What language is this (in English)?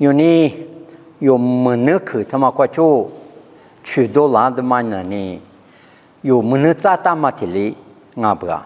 Lisu